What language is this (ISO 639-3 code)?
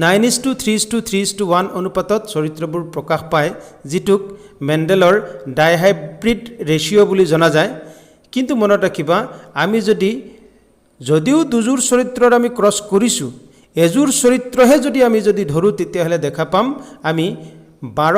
asm